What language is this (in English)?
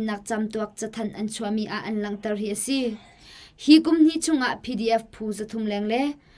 Hakha Chin